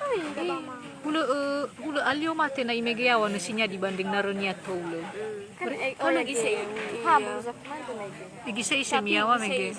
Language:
Nias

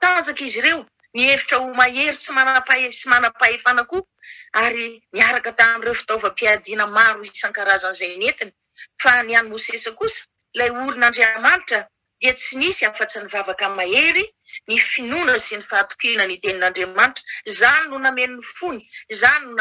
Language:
Malagasy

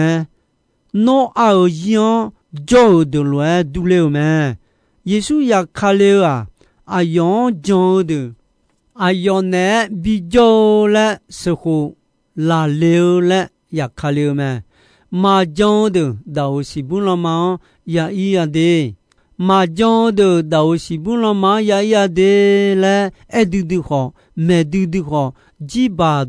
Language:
Akha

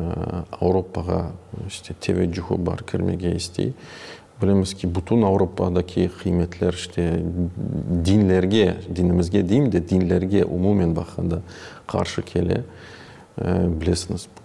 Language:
Crimean Tatar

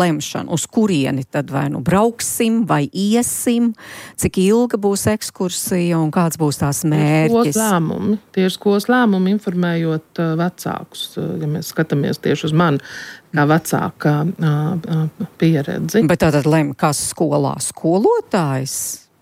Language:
Latvian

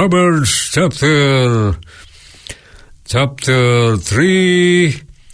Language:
Filipino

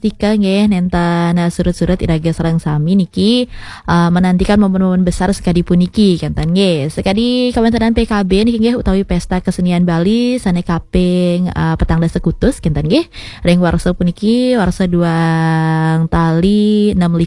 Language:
Balinese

